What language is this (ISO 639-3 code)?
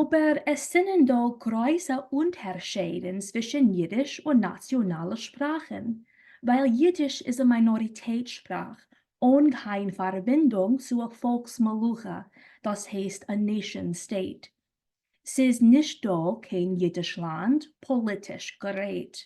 yid